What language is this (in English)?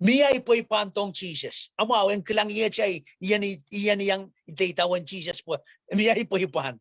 Pohnpeian